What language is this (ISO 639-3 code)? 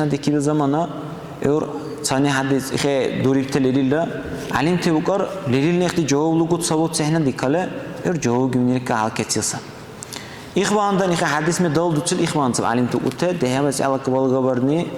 dar